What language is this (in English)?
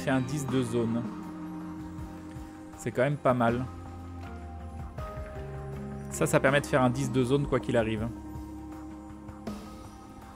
French